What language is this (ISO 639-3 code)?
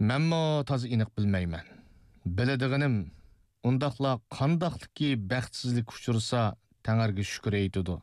uig